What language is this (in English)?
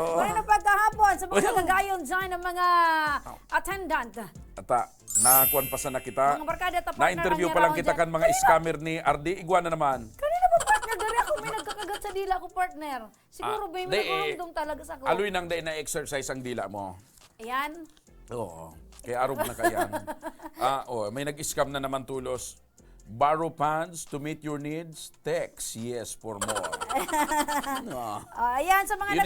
Bikol